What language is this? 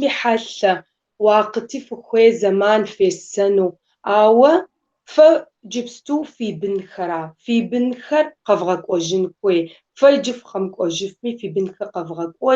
Kabardian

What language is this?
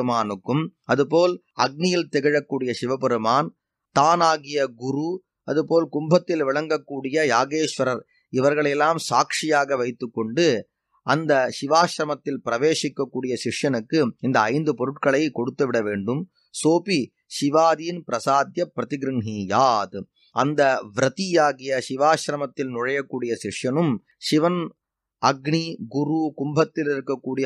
Tamil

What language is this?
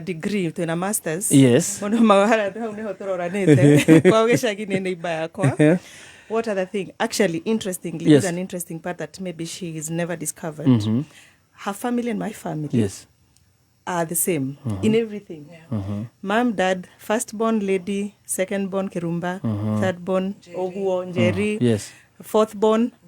Kikuyu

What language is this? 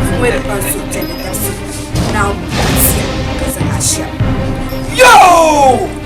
Dagbani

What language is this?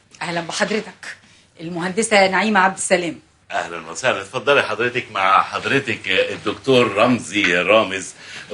Egyptian Arabic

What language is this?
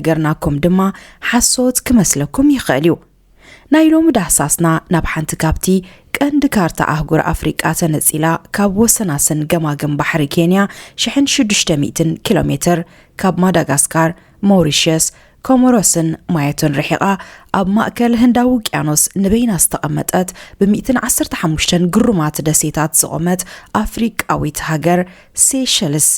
Tigrinya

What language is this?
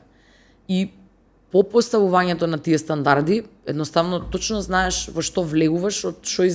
Macedonian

